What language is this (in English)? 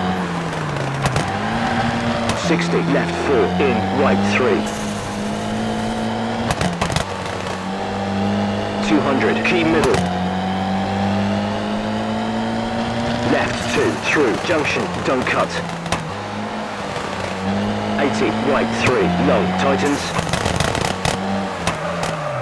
English